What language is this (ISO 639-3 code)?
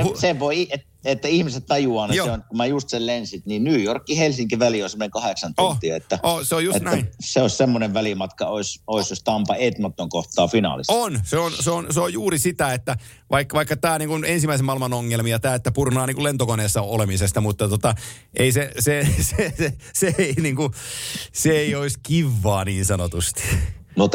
fin